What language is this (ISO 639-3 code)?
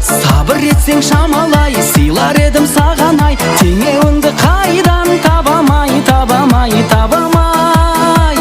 kaa